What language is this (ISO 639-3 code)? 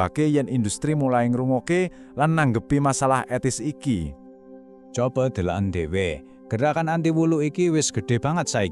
jav